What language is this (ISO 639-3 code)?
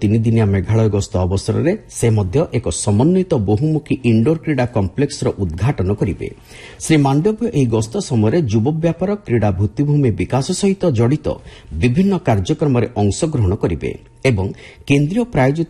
ori